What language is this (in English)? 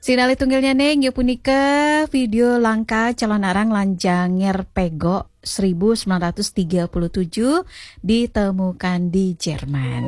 Balinese